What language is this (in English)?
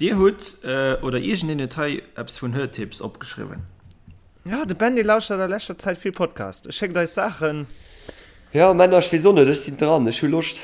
Luxembourgish